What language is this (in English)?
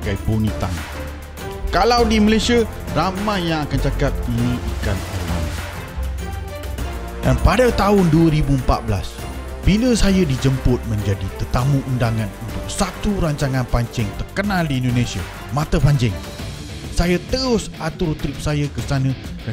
Malay